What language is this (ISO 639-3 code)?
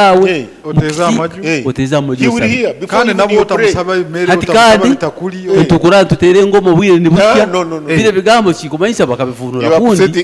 nyn